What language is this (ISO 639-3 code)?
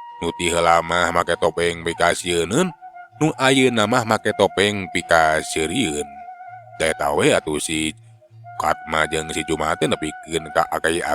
sun